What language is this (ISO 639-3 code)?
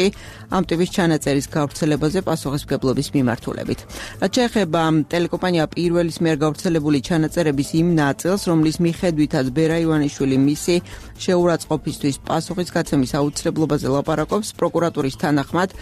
kat